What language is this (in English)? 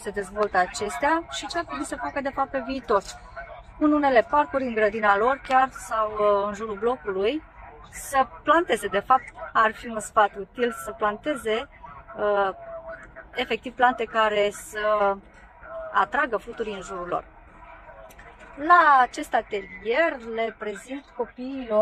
Romanian